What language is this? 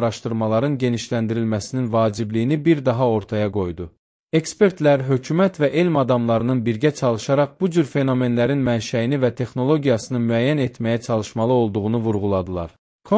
Azerbaijani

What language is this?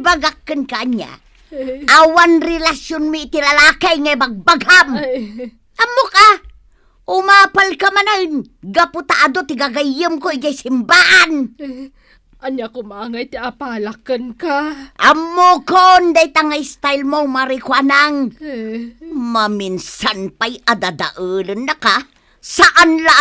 Iloko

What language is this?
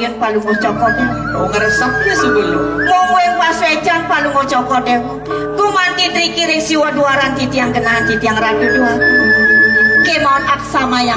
Balinese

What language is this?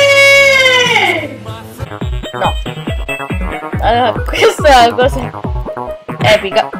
Italian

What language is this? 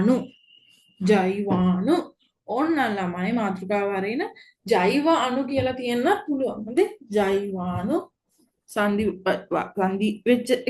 Sinhala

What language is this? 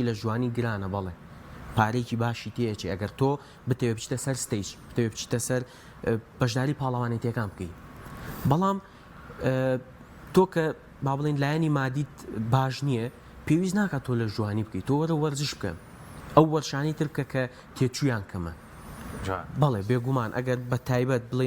Central Kurdish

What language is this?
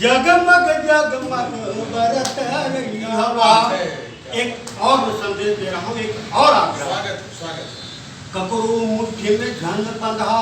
Chhattisgarhi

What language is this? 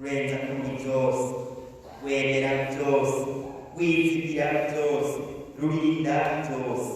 Rundi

